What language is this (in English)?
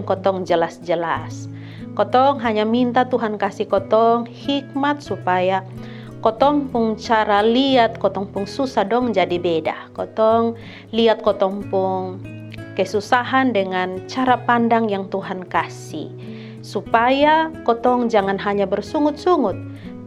Kupang Malay